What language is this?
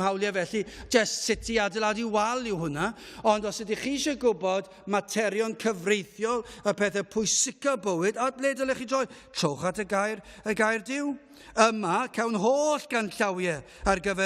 Welsh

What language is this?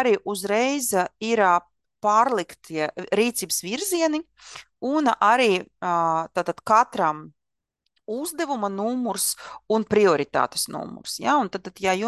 Latvian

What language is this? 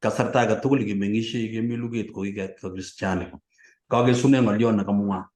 Kalenjin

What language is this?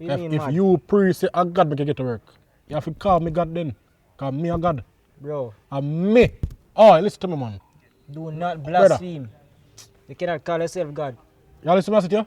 Jamaican Creole English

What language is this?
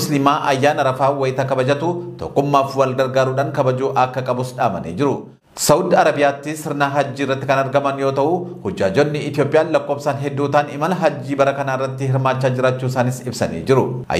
Oromo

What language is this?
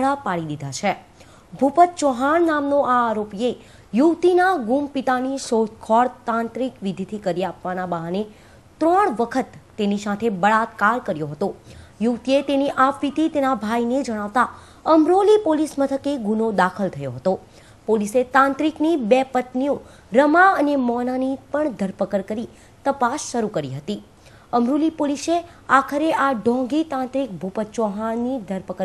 Gujarati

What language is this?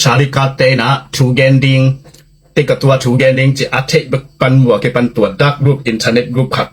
Tedim Chin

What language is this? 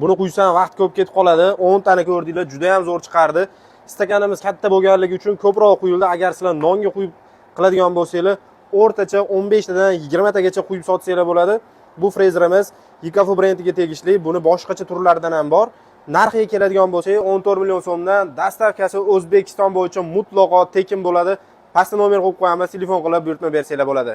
Uzbek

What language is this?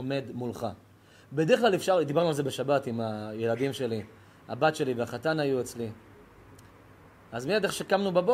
Hebrew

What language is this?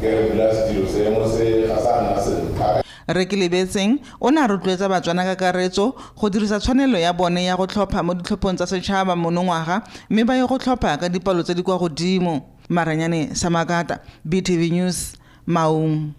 Tswana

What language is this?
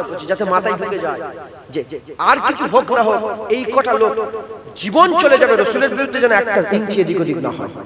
Bangla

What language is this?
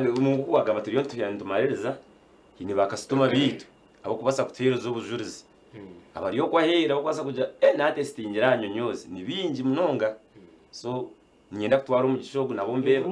Nyankole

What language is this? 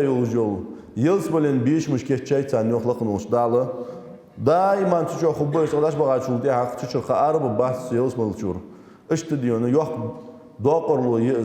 Ingush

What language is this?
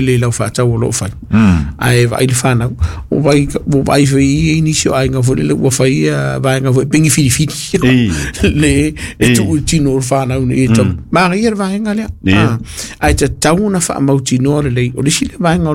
Samoan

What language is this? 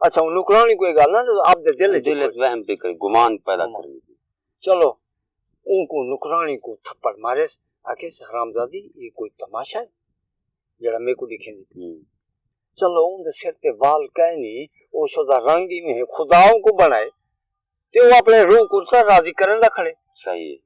Saraiki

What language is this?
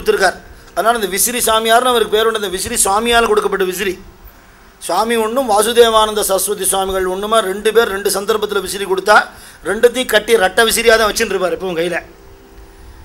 Tamil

